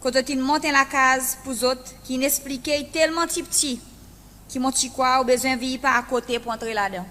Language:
Seselwa Creole French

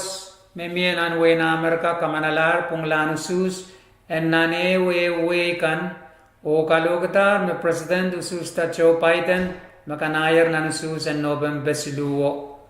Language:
Pohnpeian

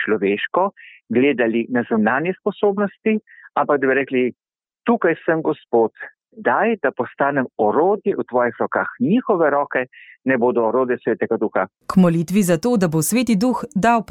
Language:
Slovenian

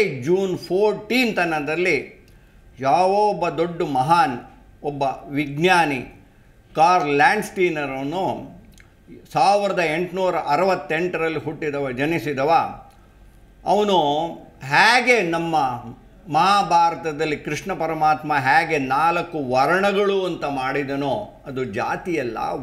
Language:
Kannada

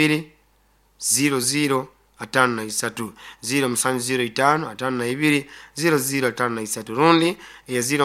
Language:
Nyoro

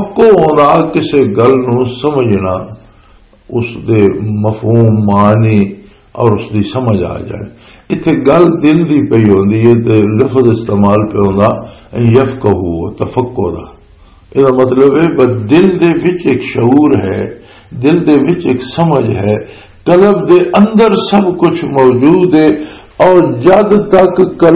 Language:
Western Panjabi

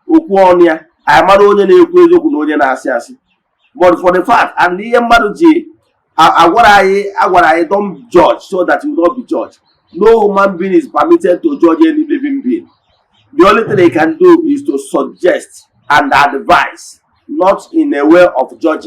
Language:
Igbo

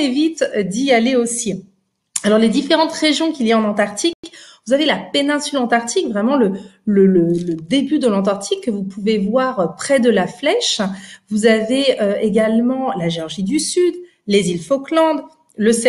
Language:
French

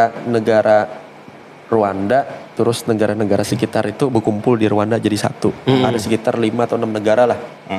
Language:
Banjar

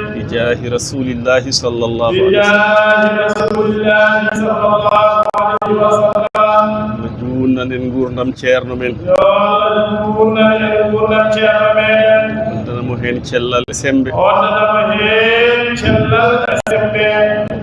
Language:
Fula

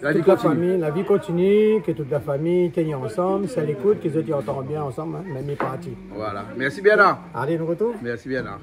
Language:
Réunion Creole French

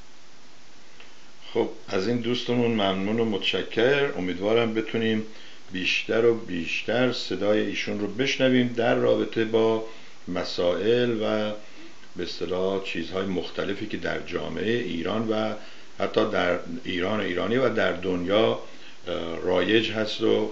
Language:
Persian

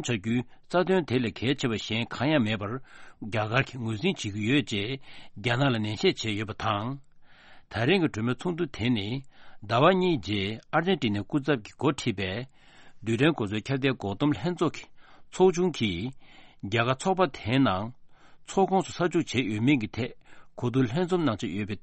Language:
Tibetan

